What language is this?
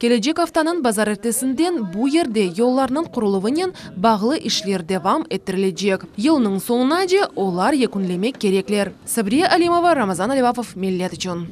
Crimean Tatar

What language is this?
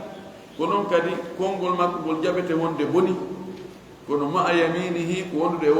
Fula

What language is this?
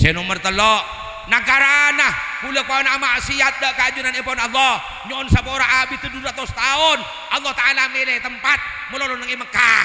Madurese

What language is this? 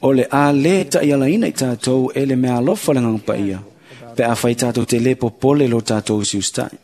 Samoan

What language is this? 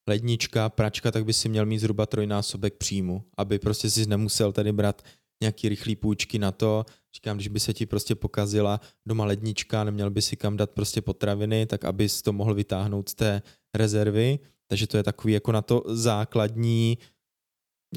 Czech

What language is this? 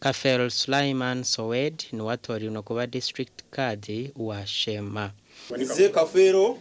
Nyankole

